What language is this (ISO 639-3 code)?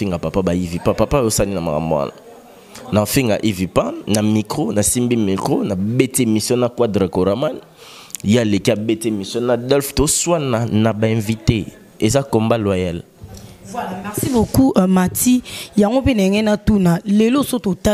lin